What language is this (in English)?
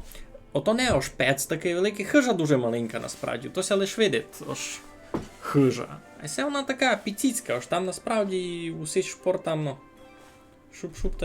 Rusyn